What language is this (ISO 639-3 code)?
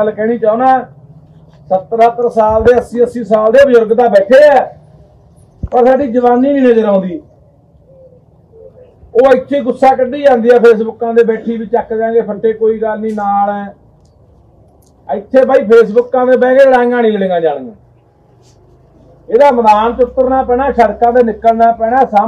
pan